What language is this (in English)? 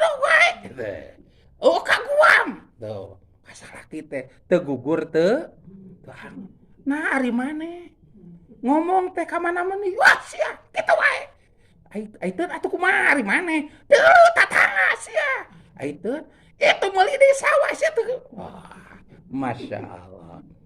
Sundanese